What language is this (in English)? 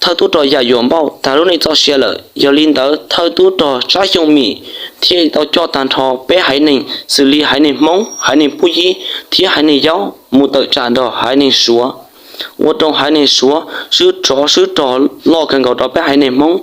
Hmong